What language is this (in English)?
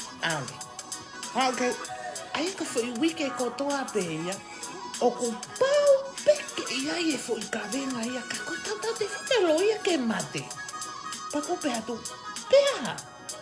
Tongan